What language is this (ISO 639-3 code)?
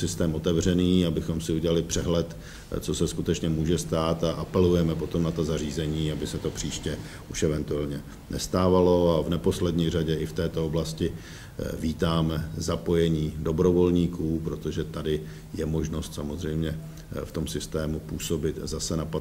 ces